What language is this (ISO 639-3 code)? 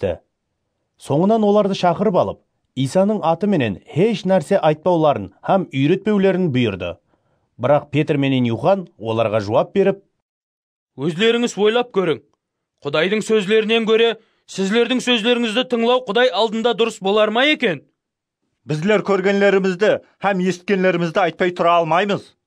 kaa